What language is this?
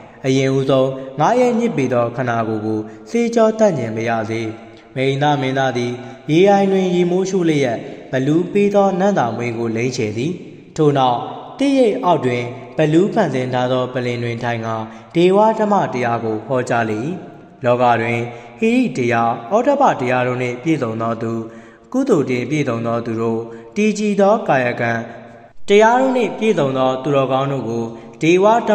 Burmese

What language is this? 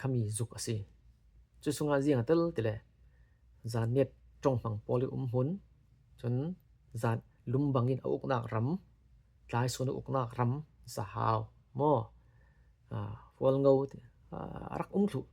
Falam Chin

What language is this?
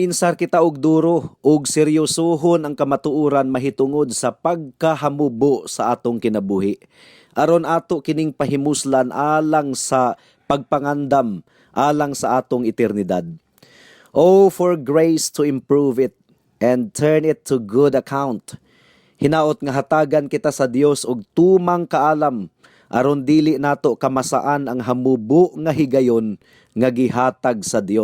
Cebuano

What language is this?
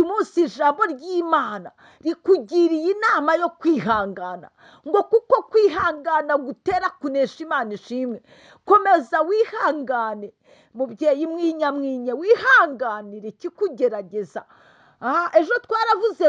Kinyarwanda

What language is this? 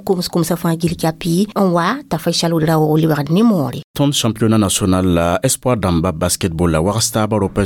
Mossi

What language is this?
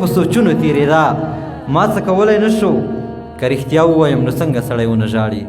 Pashto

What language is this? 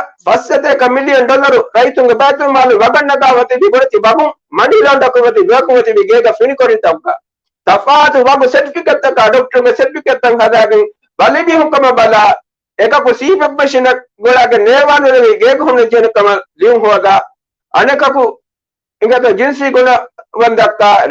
Divehi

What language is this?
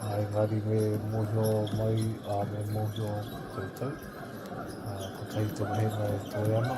Māori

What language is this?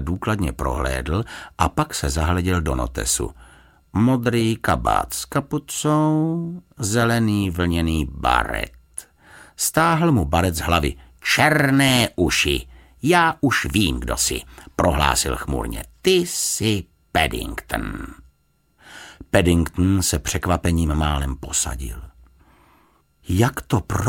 Czech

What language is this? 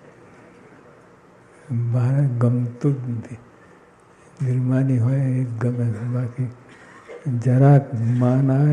Gujarati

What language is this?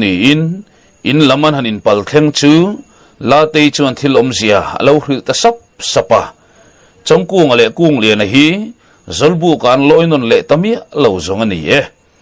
Mizo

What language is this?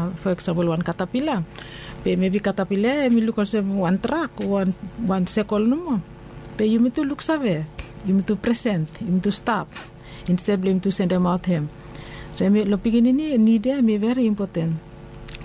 Bislama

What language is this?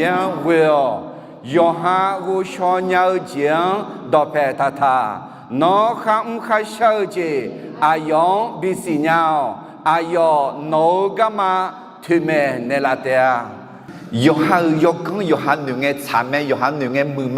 Akha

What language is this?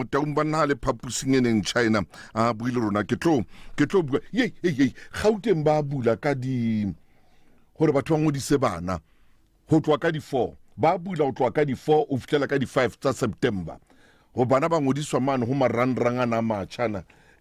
Southern Sotho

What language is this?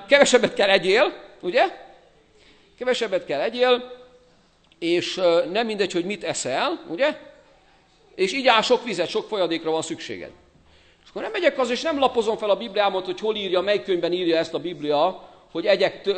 Hungarian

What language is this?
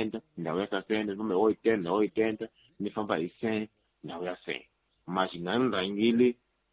Tsonga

